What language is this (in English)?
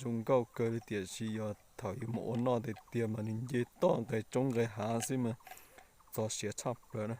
Hmong